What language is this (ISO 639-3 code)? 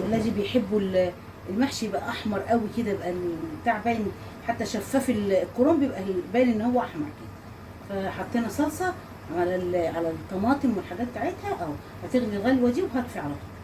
arz